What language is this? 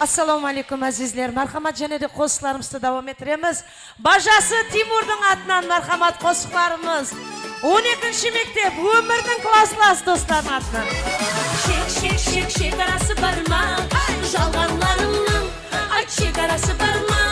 Kara-Kalpak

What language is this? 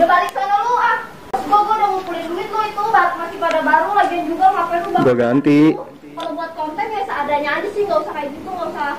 Betawi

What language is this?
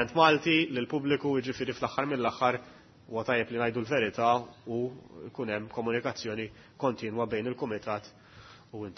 Maltese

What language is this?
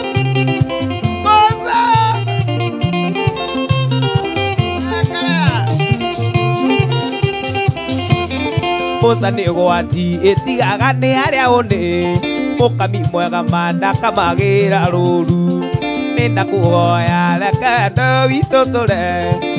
Kikuyu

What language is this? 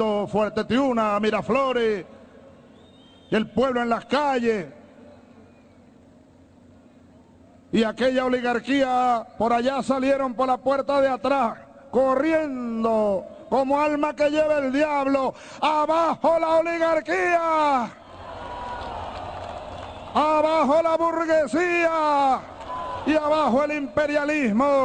Spanish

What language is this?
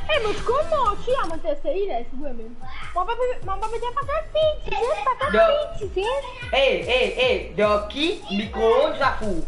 Morisyen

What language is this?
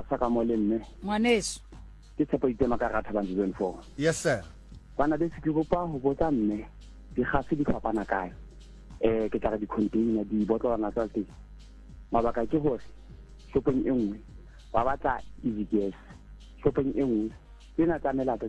Southern Sotho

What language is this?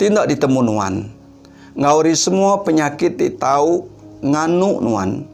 Iban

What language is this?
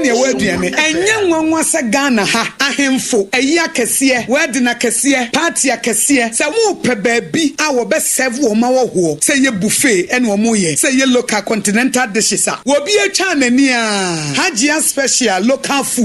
Akan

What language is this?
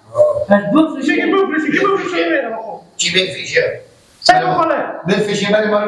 Persian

